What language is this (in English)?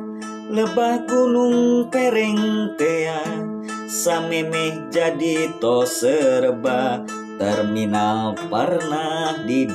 Sundanese